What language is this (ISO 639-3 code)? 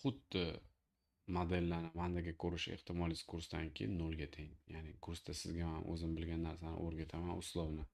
uzb